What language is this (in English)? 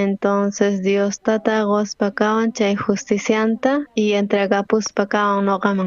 South Bolivian Quechua